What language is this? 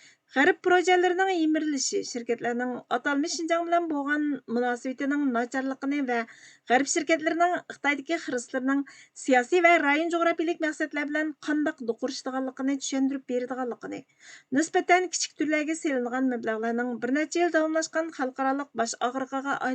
Uyghur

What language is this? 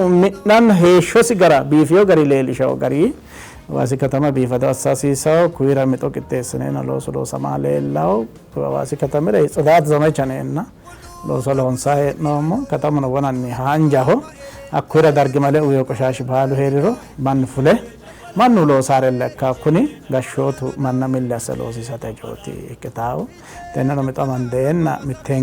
Sidamo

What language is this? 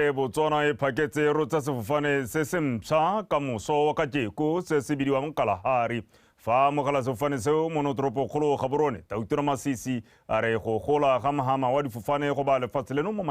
Tswana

